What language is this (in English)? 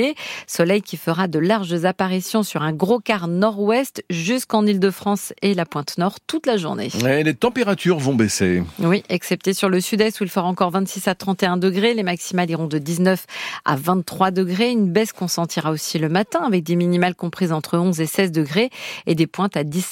French